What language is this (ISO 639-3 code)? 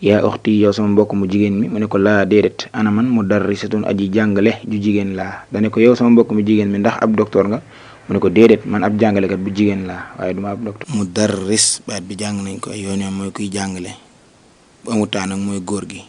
wol